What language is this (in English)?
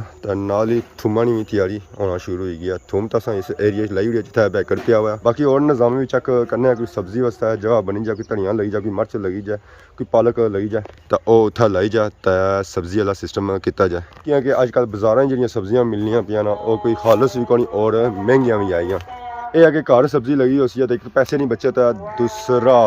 Pahari-Potwari